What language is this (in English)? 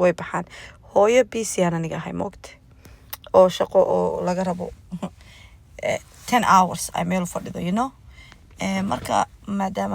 Somali